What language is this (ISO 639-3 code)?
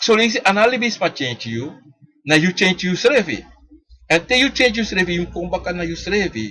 srn